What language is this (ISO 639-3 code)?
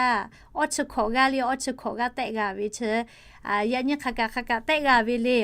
lhu